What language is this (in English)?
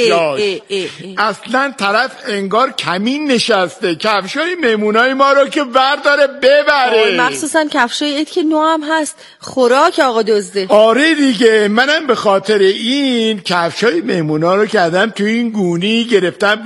Persian